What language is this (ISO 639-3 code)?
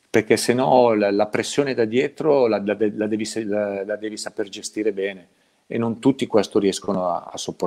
ita